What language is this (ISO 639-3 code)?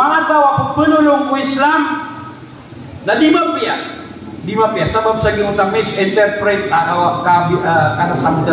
mrw